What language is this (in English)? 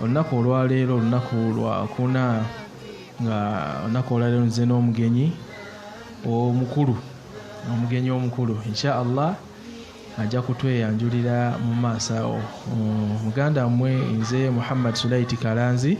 Ganda